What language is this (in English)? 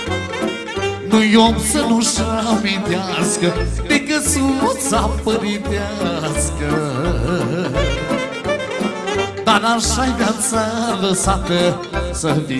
Romanian